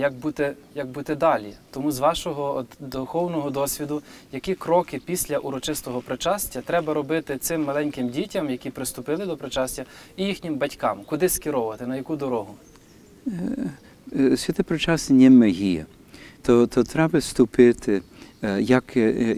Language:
Ukrainian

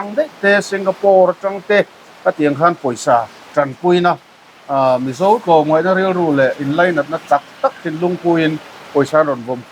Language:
Mizo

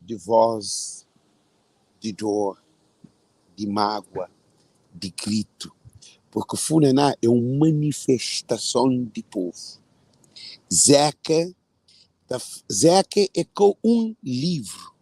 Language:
Kabuverdianu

